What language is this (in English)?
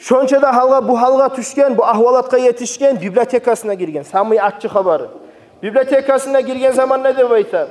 Kumyk